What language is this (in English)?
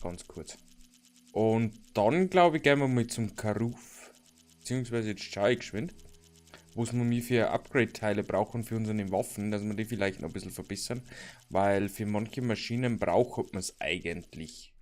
Bavarian